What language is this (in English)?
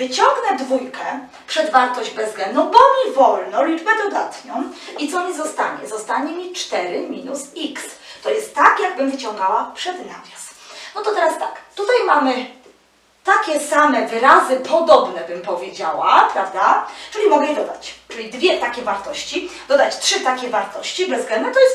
Polish